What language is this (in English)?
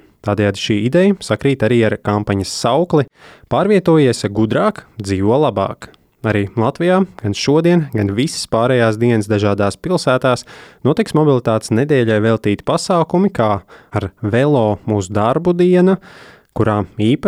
Latvian